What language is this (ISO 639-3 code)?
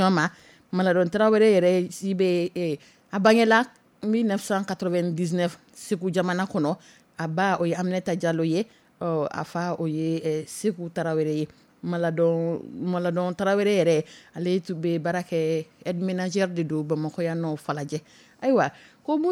dyu